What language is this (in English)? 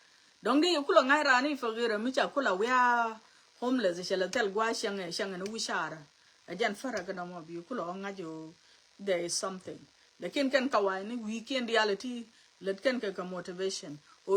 Nuer